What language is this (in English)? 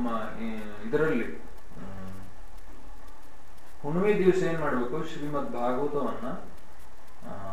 Kannada